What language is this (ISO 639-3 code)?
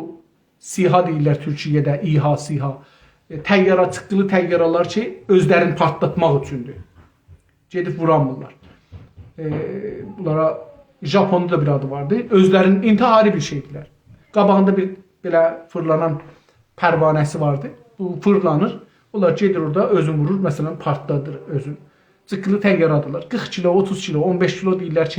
azb